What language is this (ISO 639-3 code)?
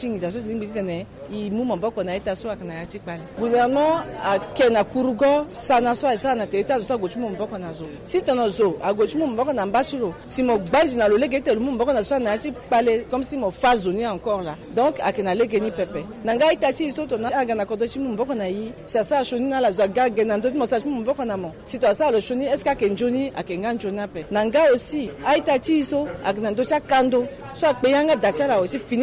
sag